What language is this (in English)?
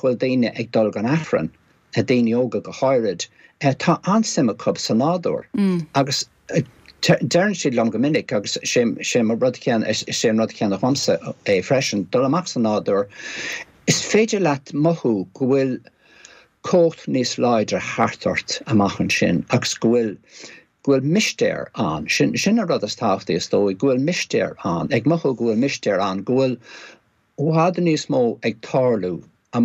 Irish